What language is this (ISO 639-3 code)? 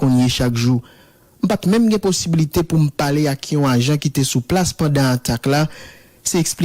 hat